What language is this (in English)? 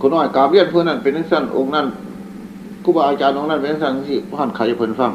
Northeastern Thai